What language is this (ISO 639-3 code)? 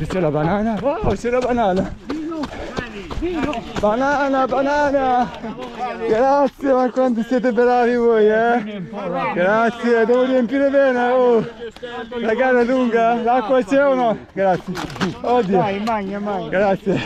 ita